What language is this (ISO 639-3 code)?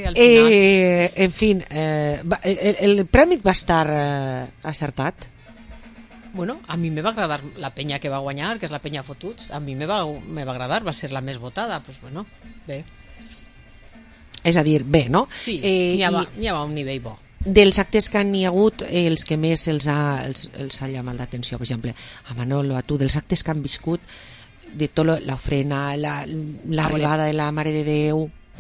cat